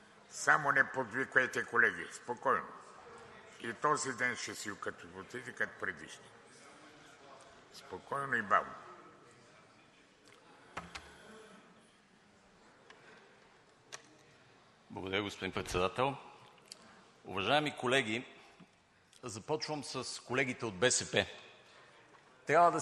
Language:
Bulgarian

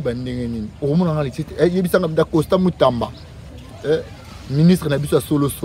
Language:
Lingala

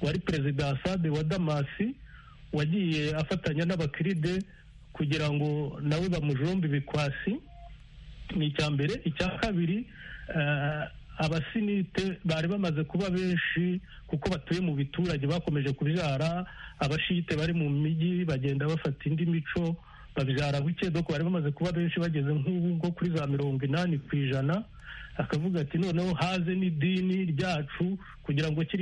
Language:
Kinyarwanda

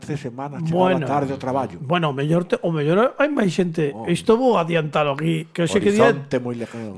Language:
Galician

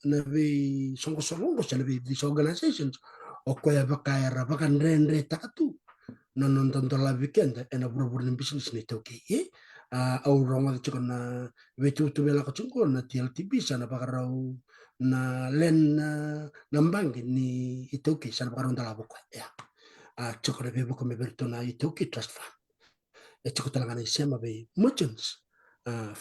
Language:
Fijian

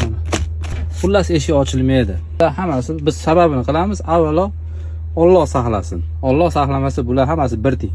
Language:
Uzbek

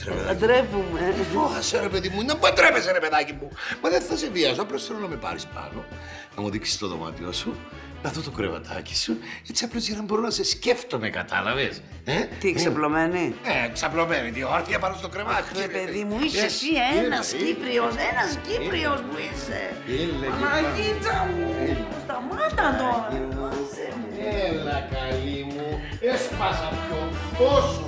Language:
Greek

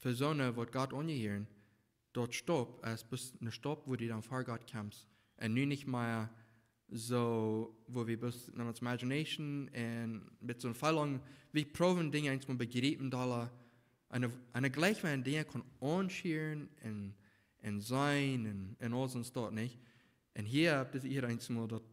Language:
Plautdietsch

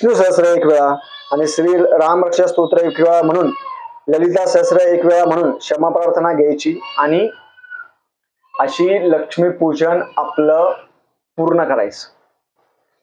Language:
Marathi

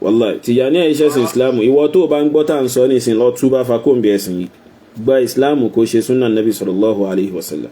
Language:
Yoruba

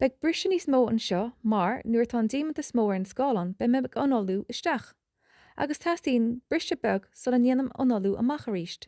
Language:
Irish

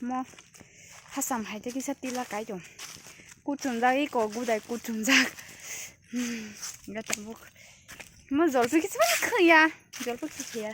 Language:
Kok Borok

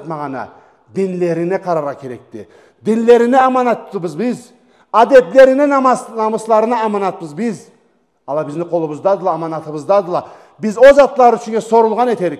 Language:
Karachay-Balkar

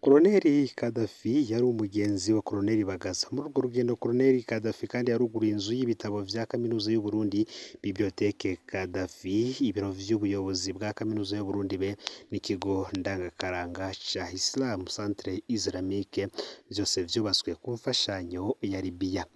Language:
Rundi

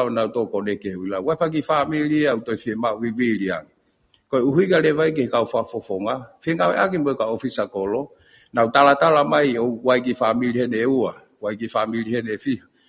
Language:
Tongan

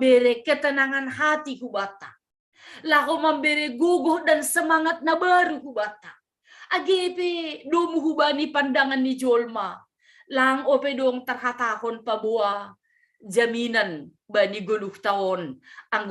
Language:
Batak Simalungun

